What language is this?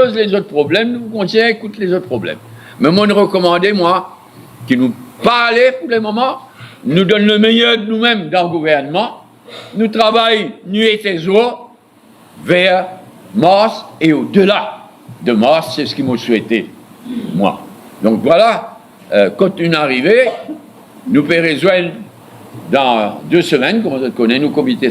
Morisyen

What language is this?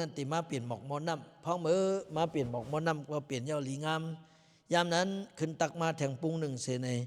Lao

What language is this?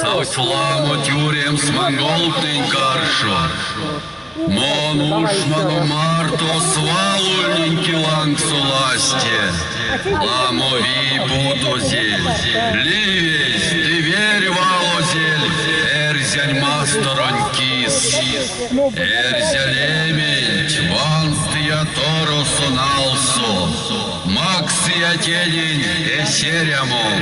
Erzya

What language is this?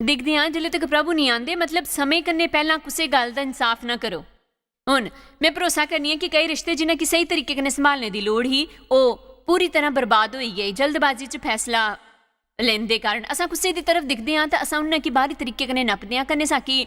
Dogri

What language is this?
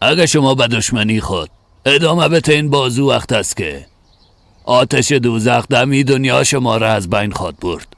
Persian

